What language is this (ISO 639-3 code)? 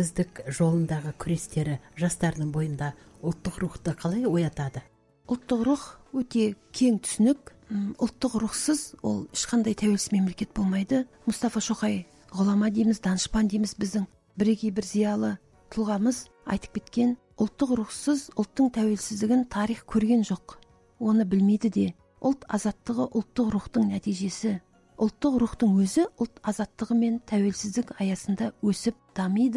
kaz